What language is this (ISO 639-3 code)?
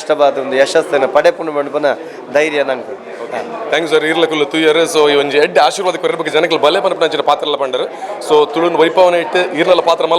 tcy